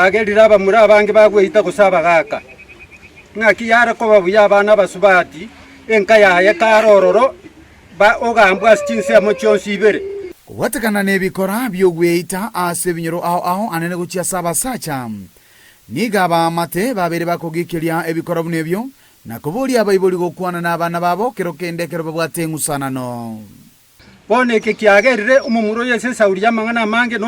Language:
Gusii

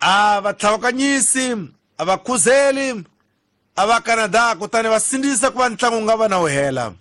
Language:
Tsonga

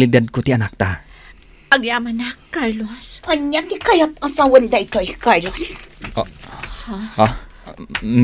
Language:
Iloko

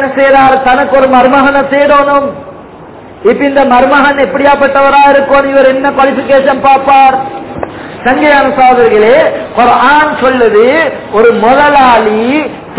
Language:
Tamil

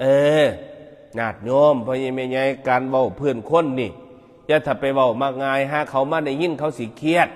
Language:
Northeastern Thai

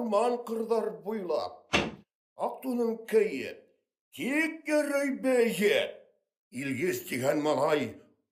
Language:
Bashkir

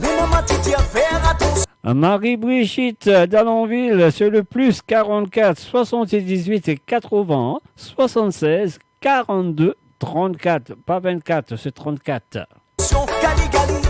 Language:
Morisyen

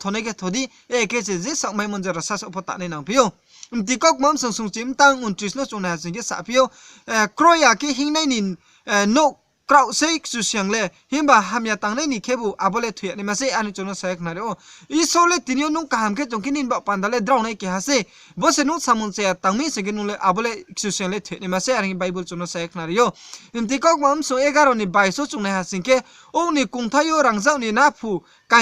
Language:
Riang (India)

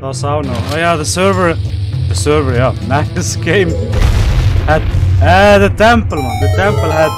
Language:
Swiss German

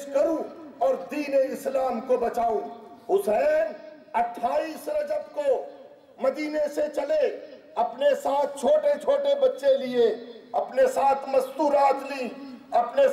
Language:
Urdu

